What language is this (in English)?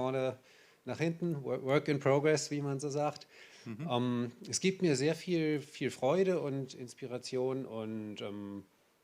Swiss German